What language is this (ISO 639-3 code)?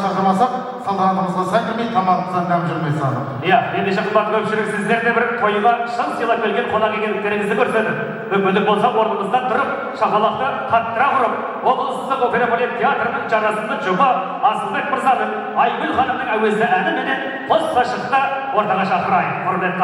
kaz